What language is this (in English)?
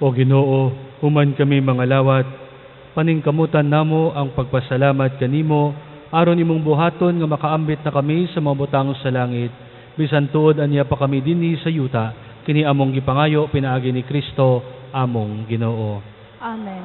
Cebuano